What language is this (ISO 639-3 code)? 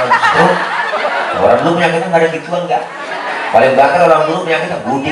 bew